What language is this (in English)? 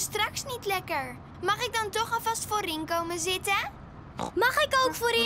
Dutch